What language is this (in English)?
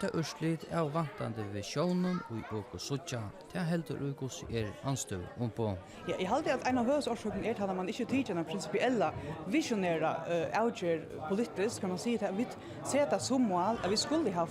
Faroese